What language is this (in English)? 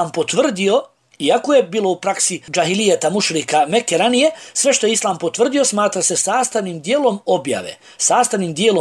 Bosnian